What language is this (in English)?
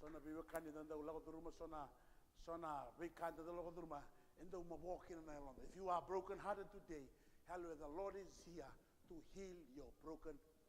Fijian